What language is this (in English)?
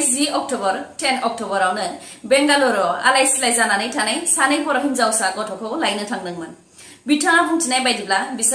Bodo